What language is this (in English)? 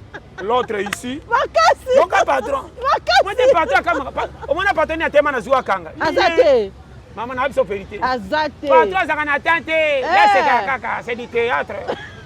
Lingala